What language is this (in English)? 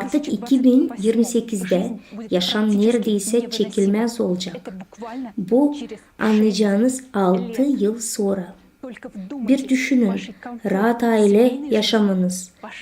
Gagauz